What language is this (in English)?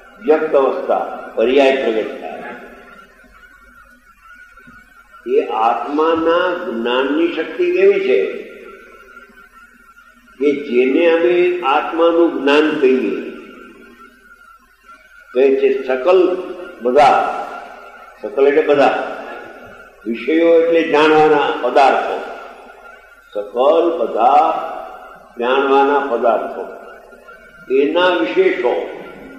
Gujarati